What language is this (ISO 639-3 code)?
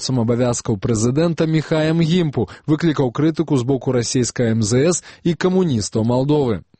bel